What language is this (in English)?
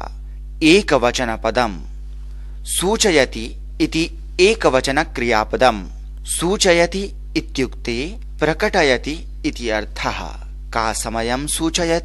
Sanskrit